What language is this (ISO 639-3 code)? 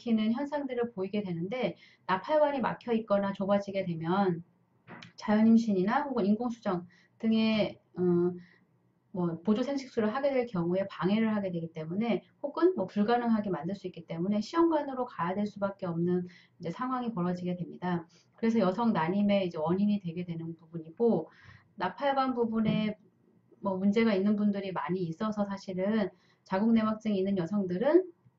kor